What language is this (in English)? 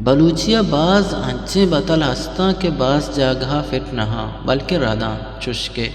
Eastern Balochi